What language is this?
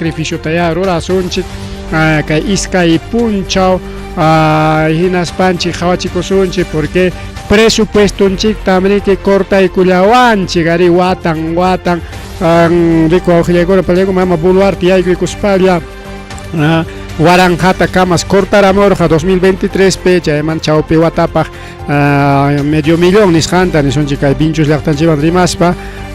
Ayacucho Quechua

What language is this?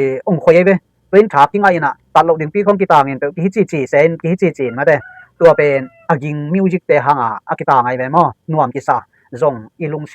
Tedim Chin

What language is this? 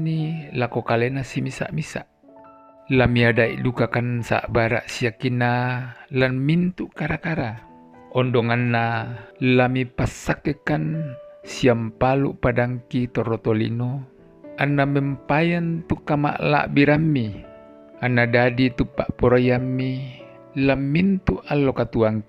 Toraja-Sa'dan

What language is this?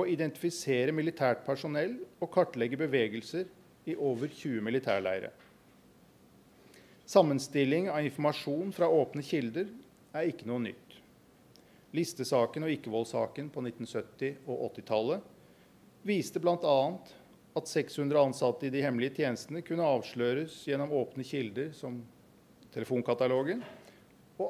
Norwegian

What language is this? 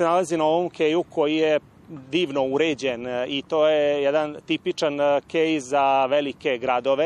Serbian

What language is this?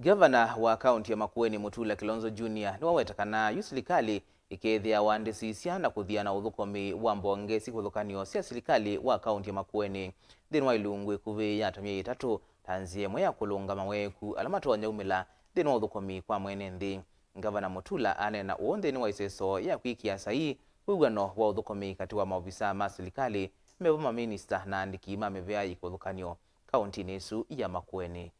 Kamba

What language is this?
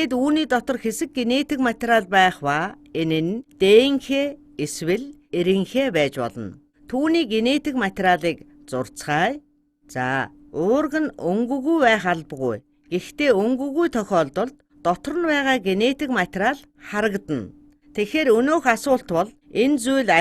Mongolian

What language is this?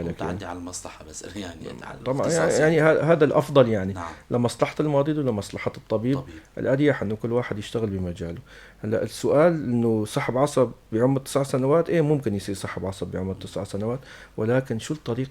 North Levantine Arabic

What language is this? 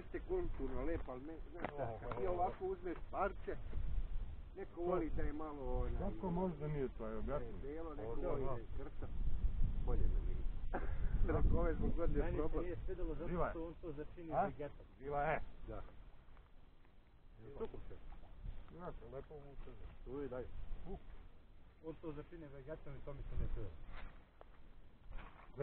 Serbian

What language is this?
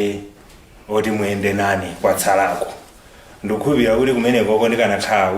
Nyanja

